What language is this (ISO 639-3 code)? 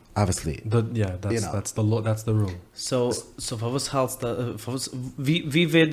yid